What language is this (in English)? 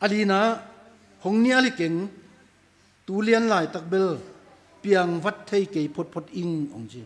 Tedim Chin